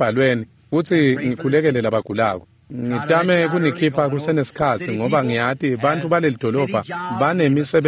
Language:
Swati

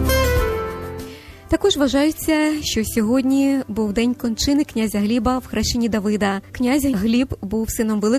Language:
Ukrainian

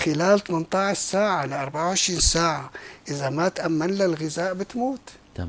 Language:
North Levantine Arabic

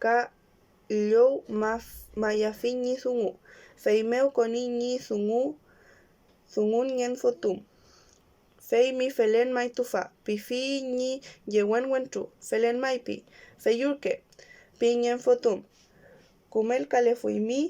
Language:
Mapuche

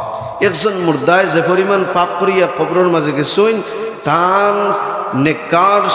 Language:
Sylheti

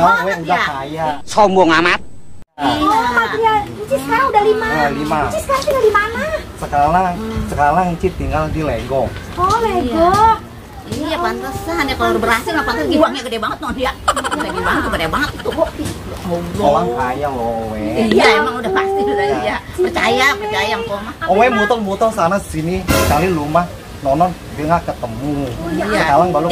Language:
Betawi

